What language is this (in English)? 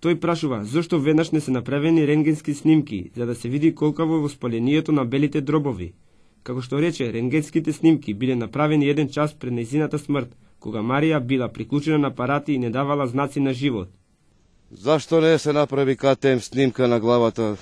Macedonian